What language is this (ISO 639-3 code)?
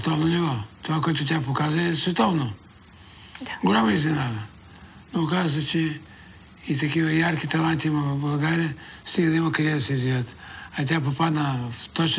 bul